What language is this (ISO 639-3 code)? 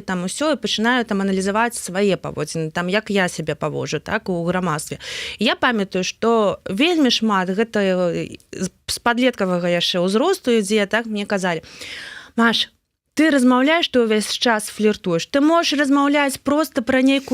bel